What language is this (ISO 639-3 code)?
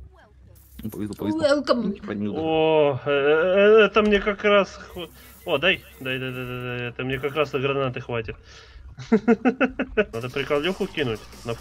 rus